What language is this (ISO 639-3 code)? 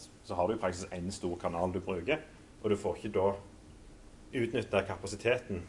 nor